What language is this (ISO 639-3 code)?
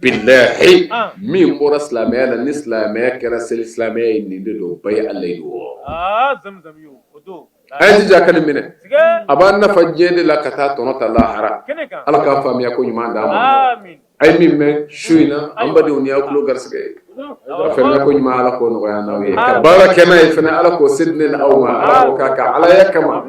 bam